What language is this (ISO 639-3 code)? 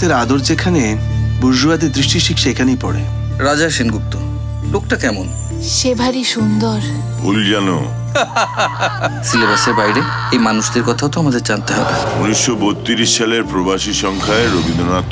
ben